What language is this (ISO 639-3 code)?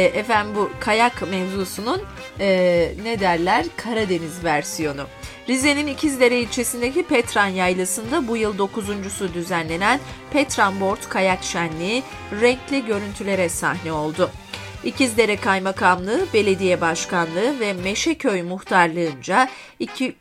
tur